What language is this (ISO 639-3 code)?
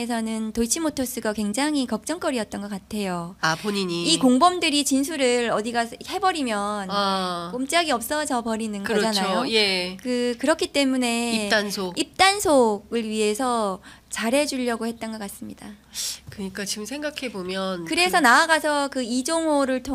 kor